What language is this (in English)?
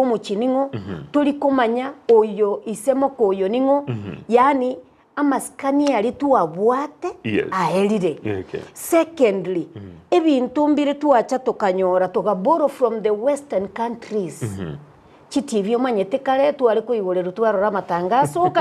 Gusii